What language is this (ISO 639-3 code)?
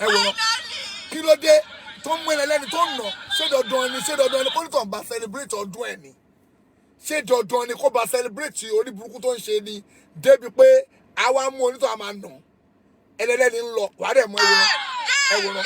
yor